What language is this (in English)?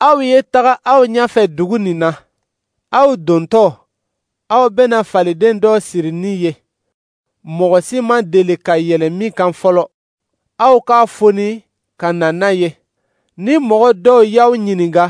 Dyula